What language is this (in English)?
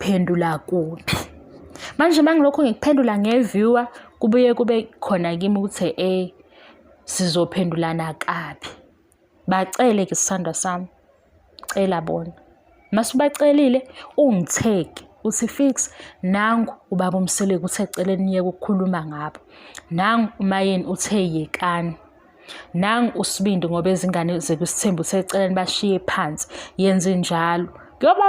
Zulu